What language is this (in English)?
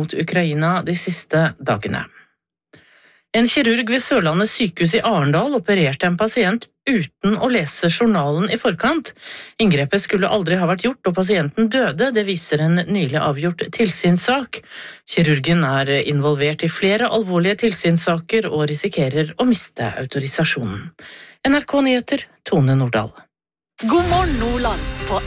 Norwegian